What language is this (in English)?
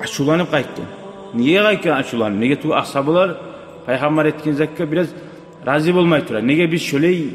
Kumyk